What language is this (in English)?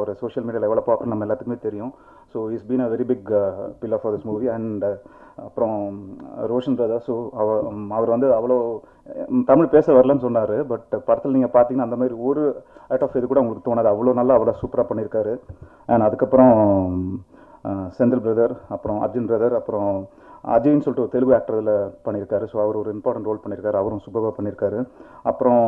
Tamil